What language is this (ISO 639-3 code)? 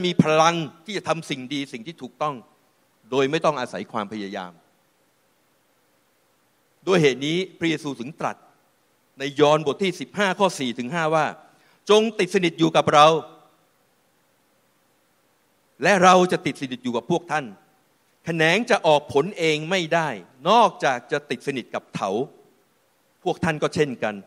tha